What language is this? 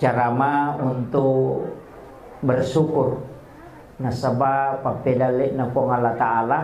Buginese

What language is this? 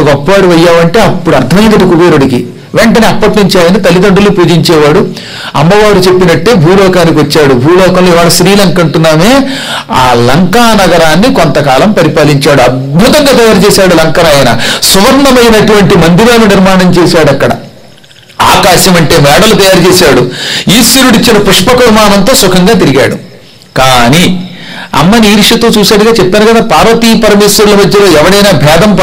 Telugu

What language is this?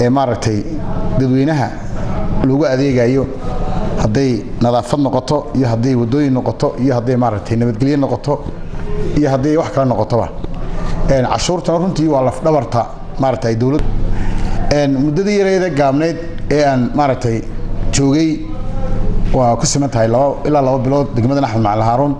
Somali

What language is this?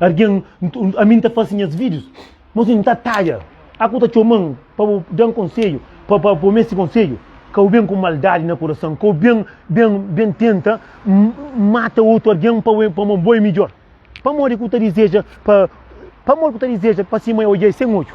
Kabuverdianu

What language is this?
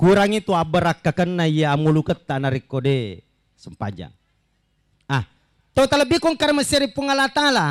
Buginese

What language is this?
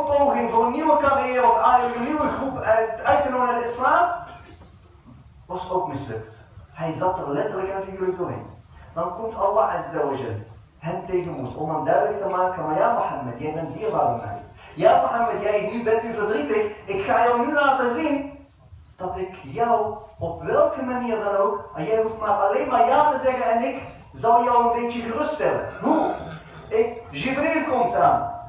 Dutch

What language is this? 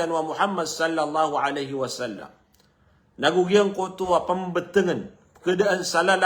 Maranao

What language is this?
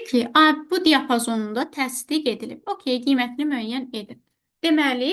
Azerbaijani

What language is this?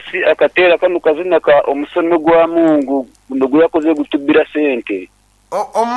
Nyankole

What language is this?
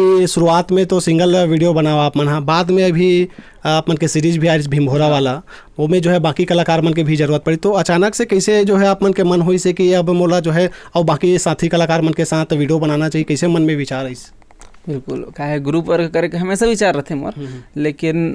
Chhattisgarhi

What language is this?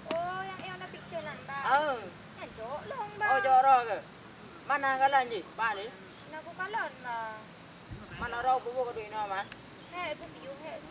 Achinese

